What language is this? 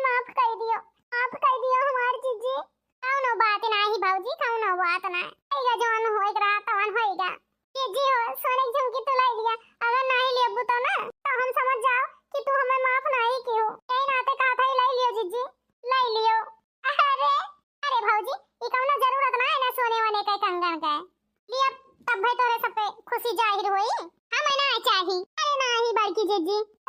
Awadhi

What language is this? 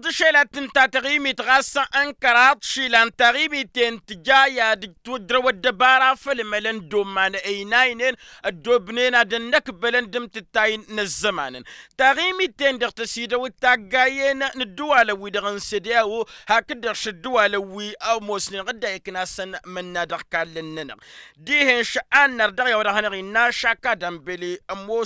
Tamasheq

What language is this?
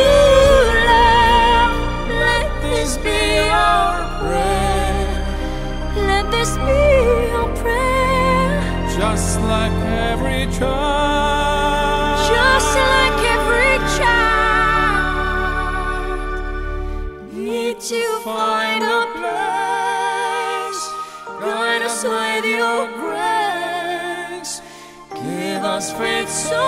English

